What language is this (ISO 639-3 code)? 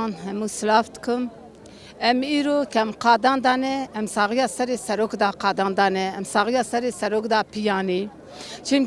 kur